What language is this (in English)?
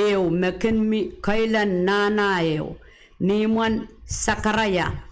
Pohnpeian